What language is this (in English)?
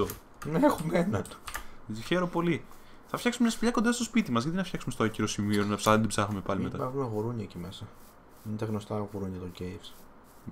Greek